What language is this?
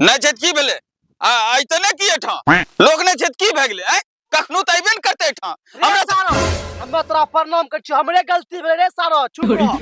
Angika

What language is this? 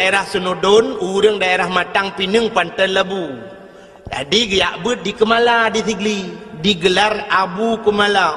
Achinese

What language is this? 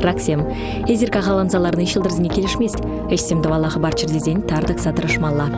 Chuvash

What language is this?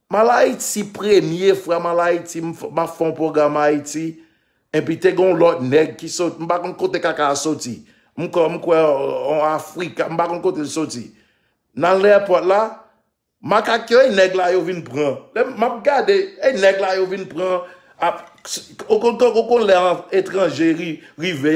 Haitian Creole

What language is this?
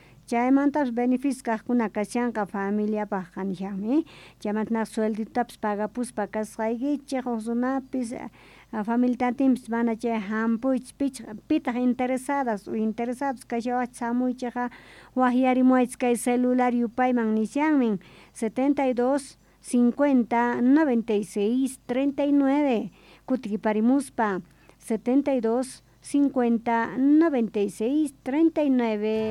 South Bolivian Quechua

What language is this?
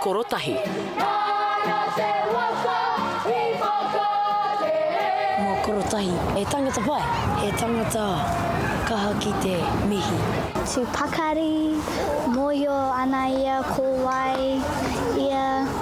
Māori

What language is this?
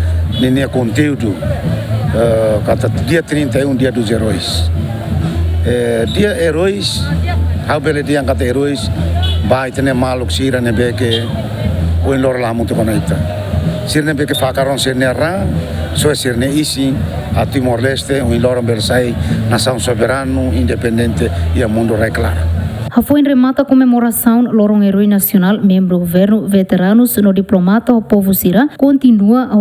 Tetum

